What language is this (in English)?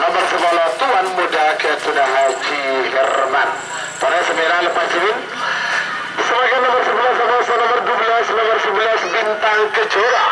Madurese